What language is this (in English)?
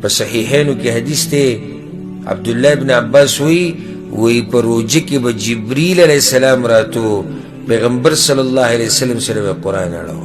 Pashto